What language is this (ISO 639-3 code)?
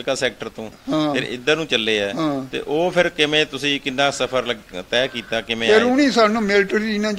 pan